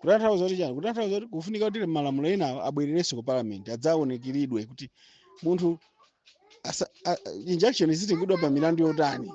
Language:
Nyanja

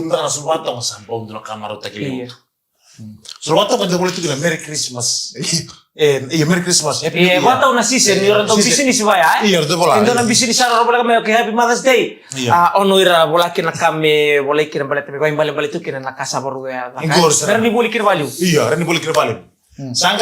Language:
Fijian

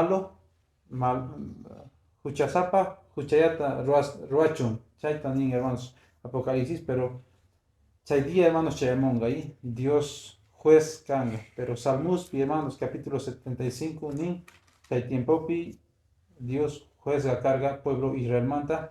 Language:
Quechua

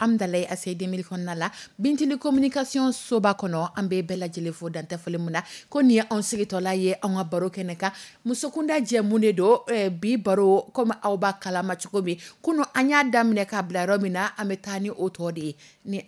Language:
Dyula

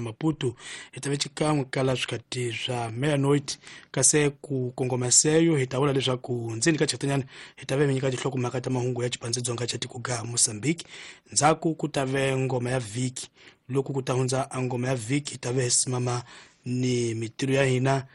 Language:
Tsonga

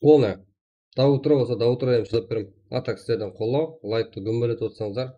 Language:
Kara-Kalpak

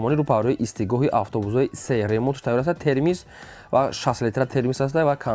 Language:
Tajik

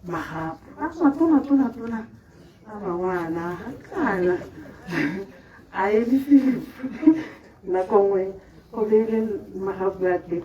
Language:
Tswana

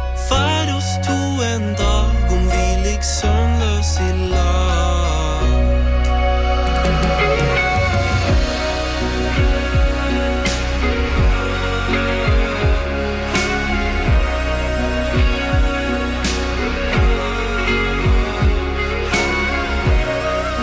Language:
Norwegian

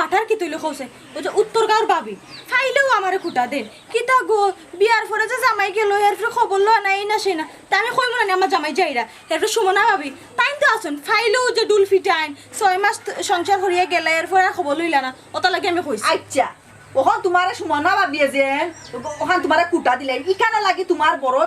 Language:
Sylheti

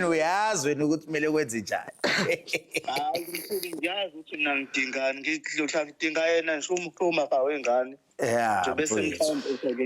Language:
Zulu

